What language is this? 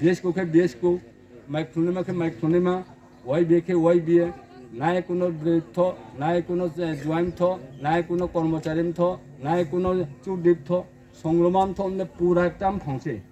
Riang (India)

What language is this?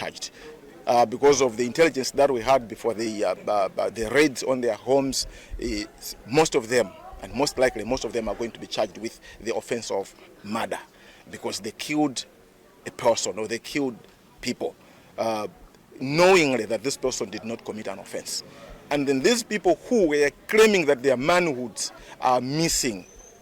English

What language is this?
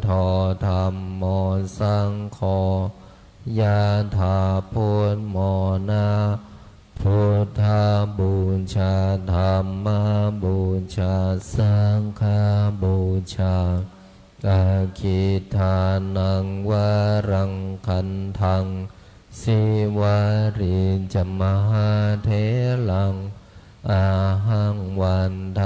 Pali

